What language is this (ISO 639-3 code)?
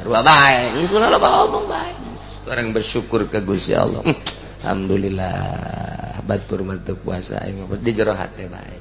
sun